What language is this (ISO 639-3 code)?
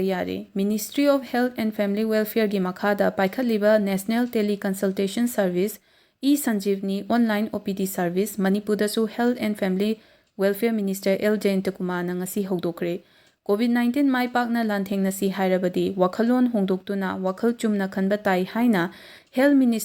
mni